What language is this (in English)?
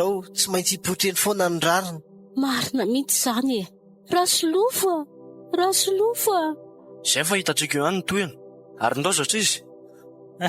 Malagasy